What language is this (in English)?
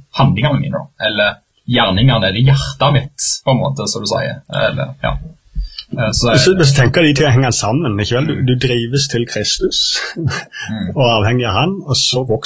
Norwegian